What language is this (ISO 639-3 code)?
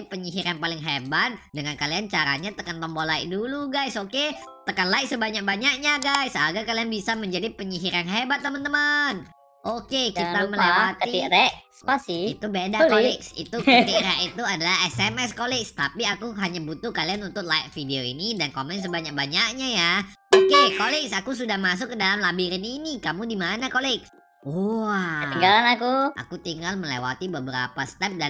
ind